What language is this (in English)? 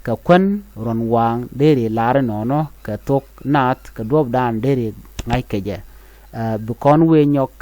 Nuer